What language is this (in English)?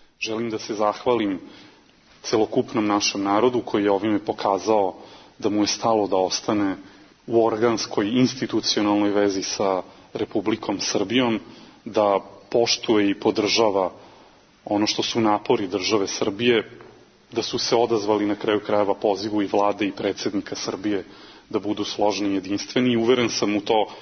Serbian